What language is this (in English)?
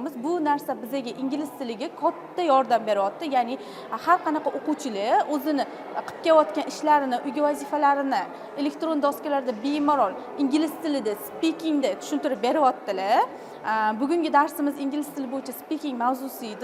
Uzbek